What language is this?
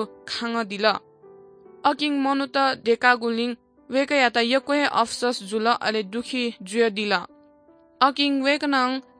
Newari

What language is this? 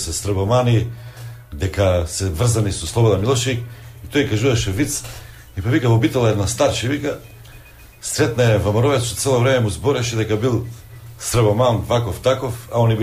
Macedonian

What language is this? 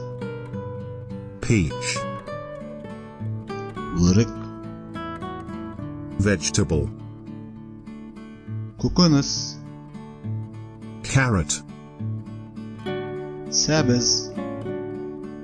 Kazakh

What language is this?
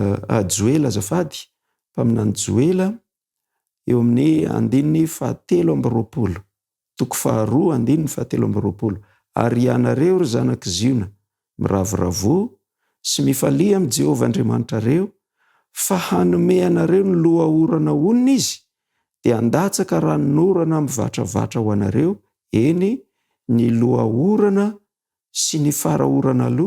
Malagasy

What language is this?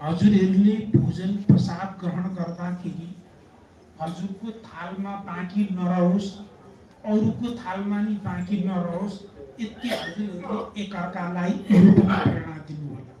Nepali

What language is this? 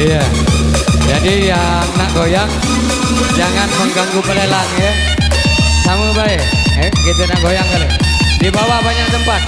Musi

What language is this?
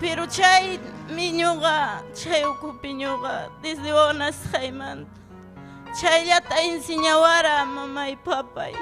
Ayacucho Quechua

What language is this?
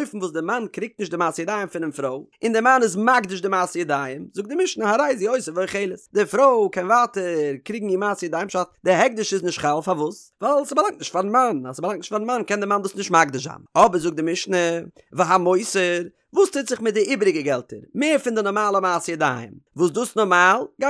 Yiddish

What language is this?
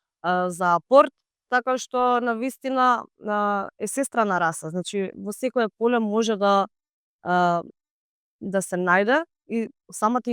Macedonian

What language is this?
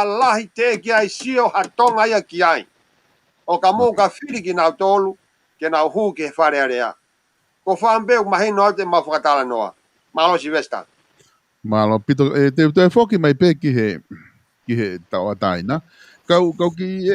Tongan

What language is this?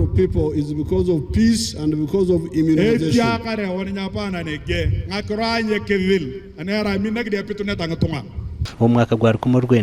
Nyankole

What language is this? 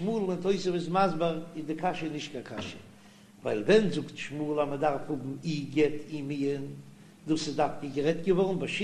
Yiddish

